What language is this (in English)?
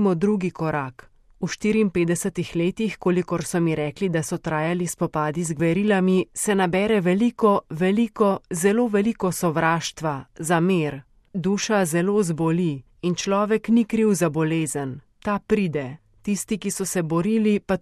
Slovenian